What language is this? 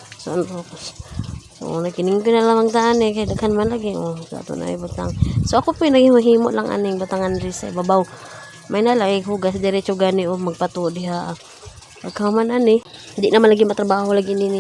Cebuano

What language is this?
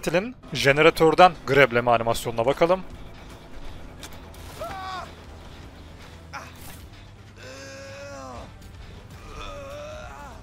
Turkish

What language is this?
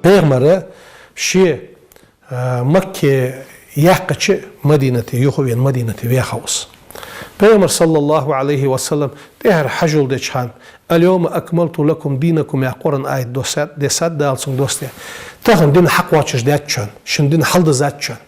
Ingush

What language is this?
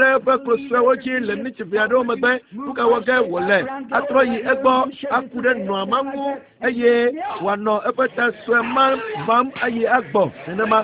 Ewe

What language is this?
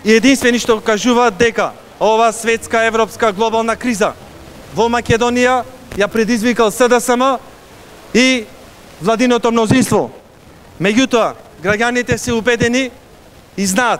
Macedonian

